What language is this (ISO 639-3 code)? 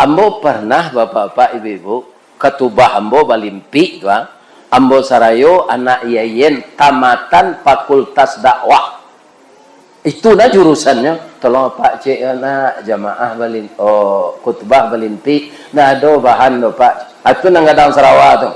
min